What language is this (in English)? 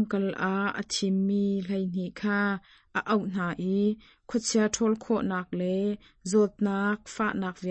Hakha Chin